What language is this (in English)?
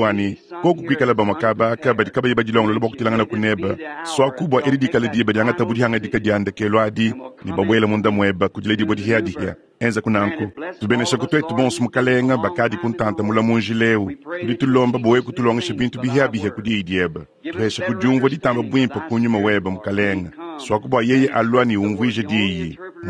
Luba-Lulua